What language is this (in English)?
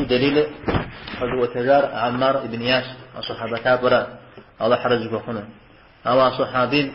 Kabardian